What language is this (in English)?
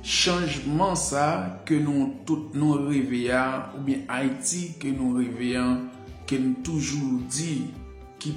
Haitian Creole